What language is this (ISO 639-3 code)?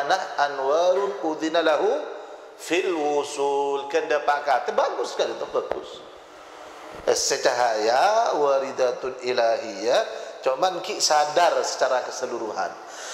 mad